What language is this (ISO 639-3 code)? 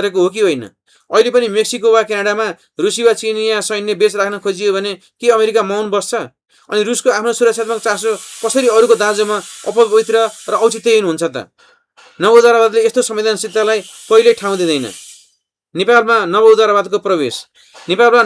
nep